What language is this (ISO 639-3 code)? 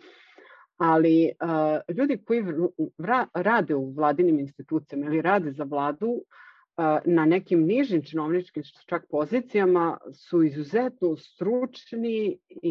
srp